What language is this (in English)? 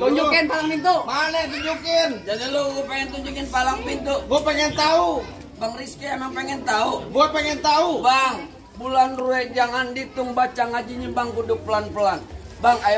Betawi